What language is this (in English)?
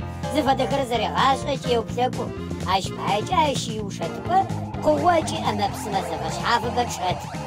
Adyghe